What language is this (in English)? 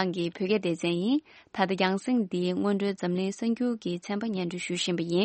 Tibetan